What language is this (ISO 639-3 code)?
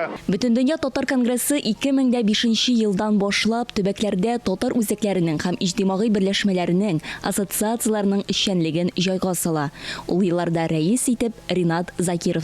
tat